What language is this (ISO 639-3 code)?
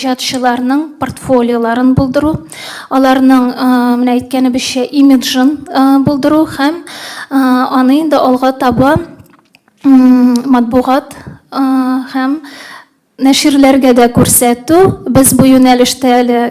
tat